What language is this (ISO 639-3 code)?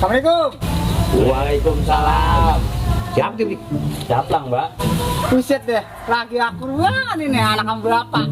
bew